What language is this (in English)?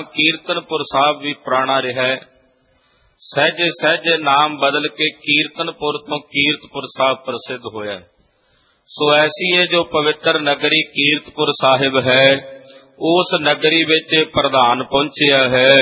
Punjabi